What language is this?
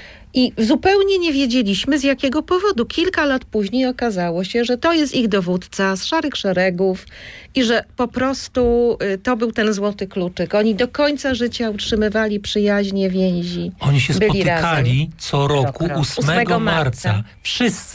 Polish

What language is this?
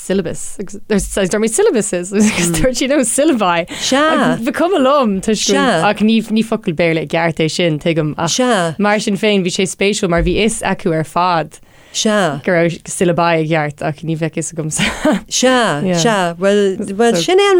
Irish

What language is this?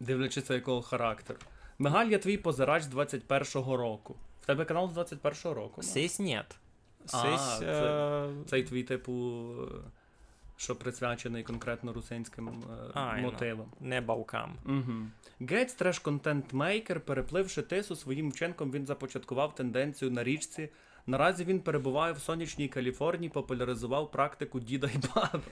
Rusyn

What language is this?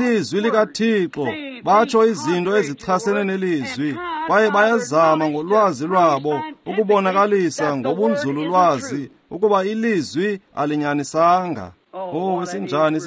Xhosa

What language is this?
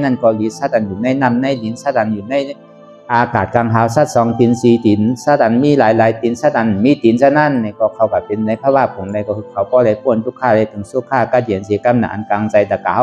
Shan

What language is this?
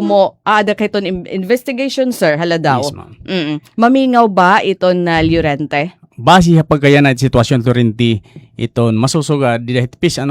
Waray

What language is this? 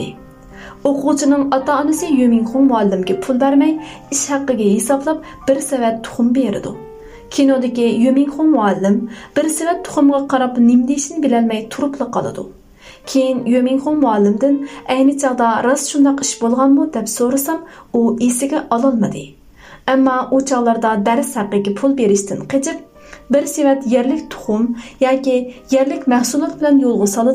Uyghur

